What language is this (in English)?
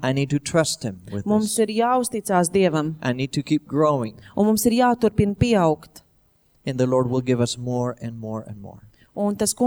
Latvian